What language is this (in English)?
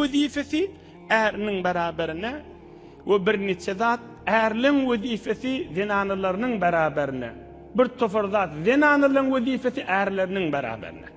Turkmen